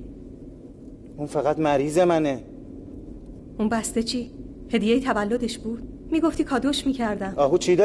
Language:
Persian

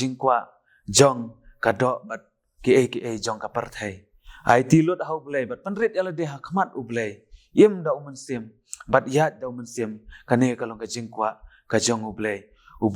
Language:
Khasi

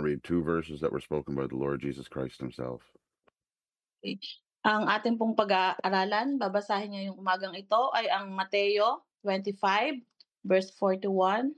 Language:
Filipino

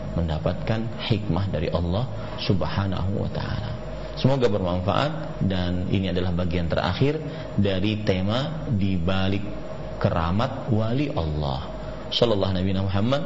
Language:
Indonesian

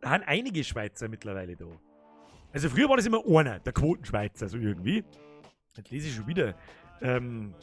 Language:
Bavarian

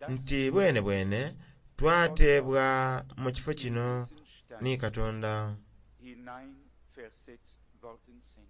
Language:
Soga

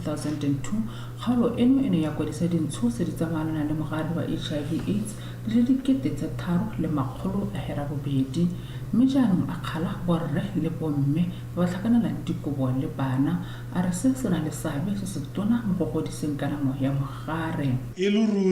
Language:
Tswana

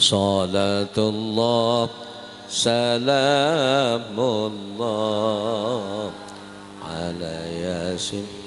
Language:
Sasak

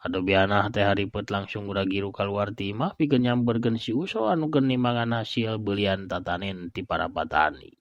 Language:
Sundanese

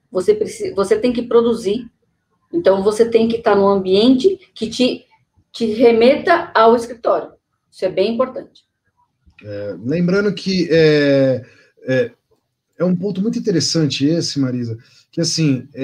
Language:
Portuguese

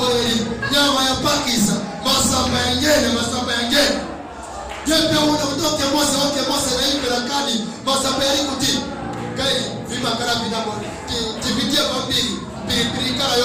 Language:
Nyanja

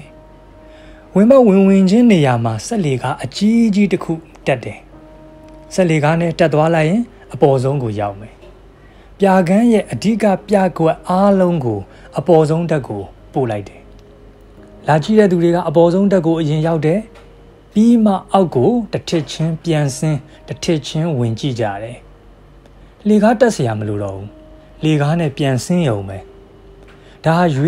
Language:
Burmese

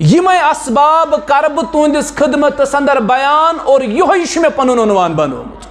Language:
Kashmiri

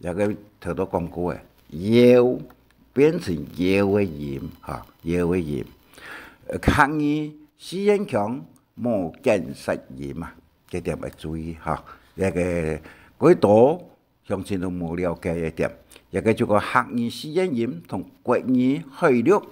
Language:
Hakka Chinese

